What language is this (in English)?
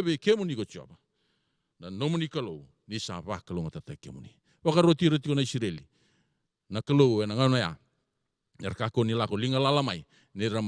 Fijian